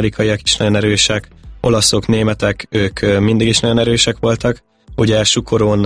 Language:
Hungarian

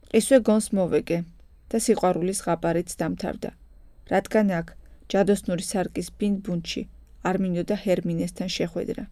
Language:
Georgian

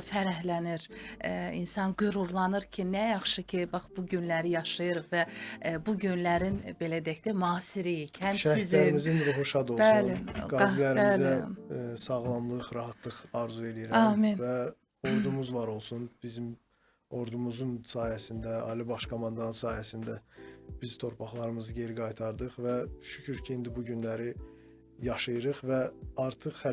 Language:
Azerbaijani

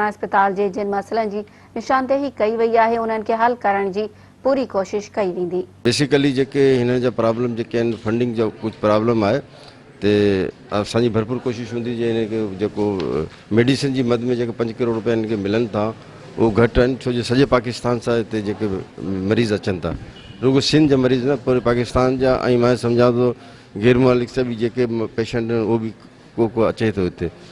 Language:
Sindhi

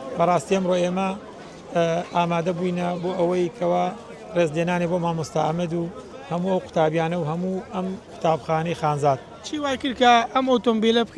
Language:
Central Kurdish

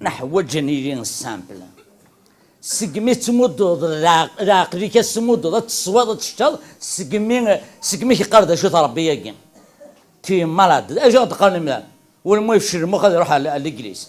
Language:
Kabyle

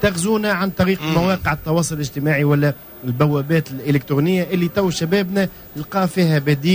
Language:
Tunisian Arabic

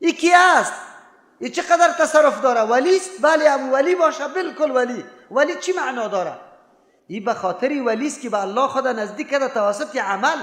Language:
Persian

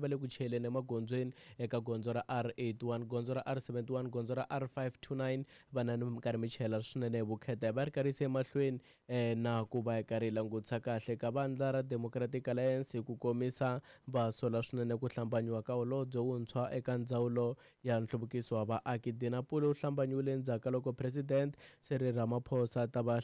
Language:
Tsonga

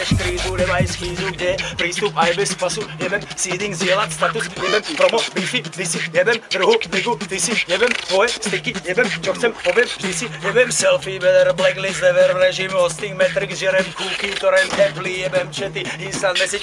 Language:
Slovak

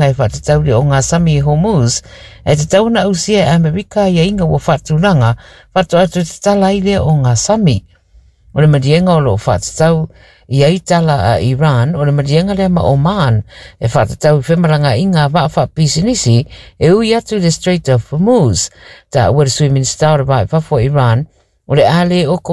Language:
Samoan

